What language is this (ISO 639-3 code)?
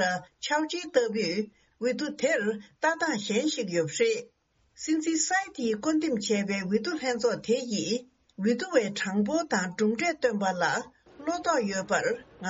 bod